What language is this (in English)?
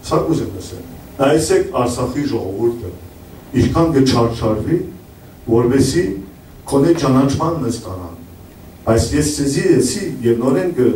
Western Armenian